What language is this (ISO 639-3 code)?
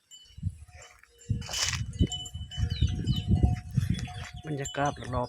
lao